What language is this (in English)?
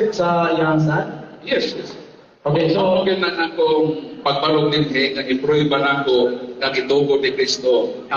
Cebuano